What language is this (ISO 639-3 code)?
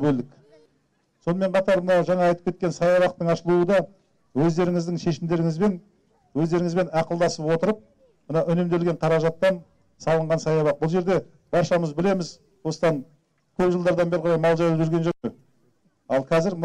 kaz